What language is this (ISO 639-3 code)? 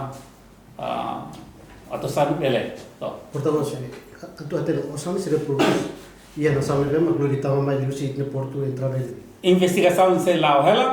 tet